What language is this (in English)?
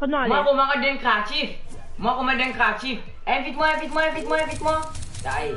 Morisyen